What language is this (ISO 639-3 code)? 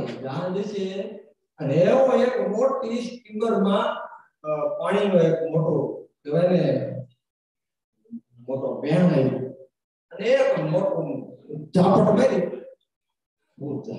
guj